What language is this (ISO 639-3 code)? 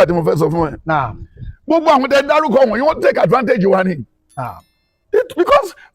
yor